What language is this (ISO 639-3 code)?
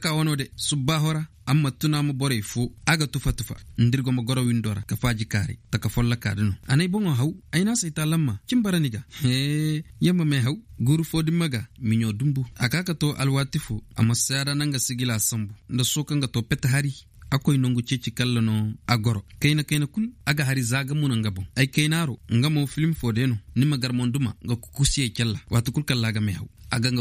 dje